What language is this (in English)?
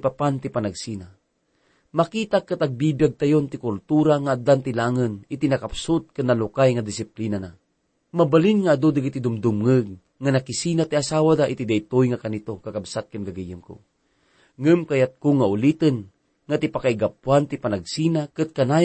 Iloko